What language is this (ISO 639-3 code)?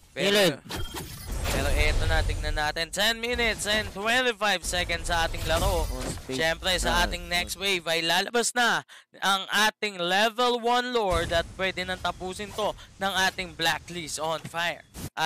fil